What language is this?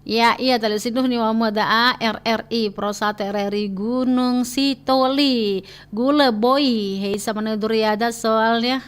Nias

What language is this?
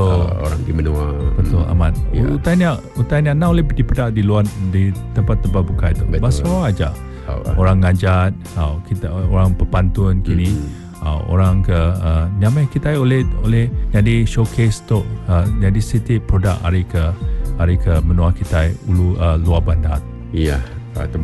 Iban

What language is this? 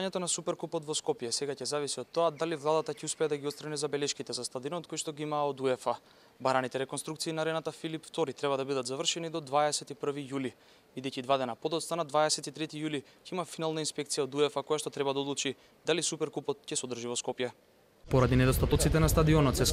Macedonian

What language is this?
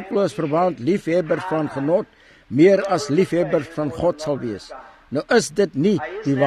Afrikaans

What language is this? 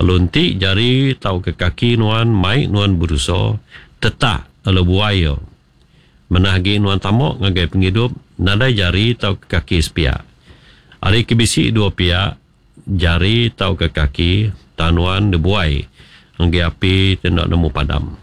Iban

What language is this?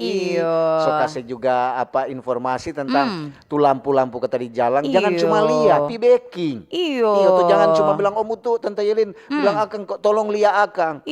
Manado Malay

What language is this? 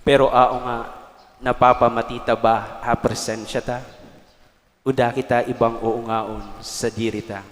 Bikol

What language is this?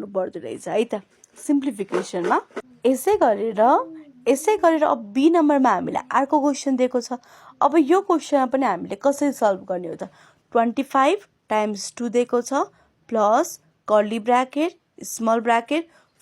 Nepali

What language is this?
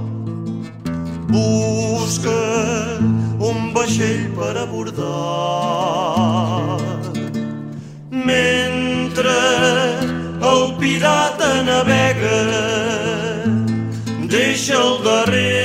Catalan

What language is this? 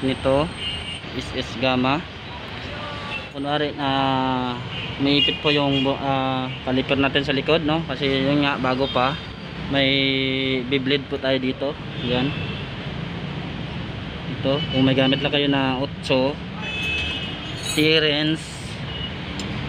Filipino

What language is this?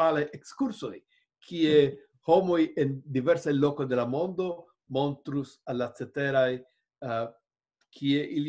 Esperanto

